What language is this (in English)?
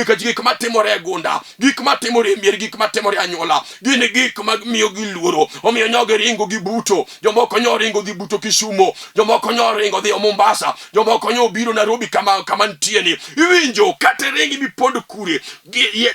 Luo (Kenya and Tanzania)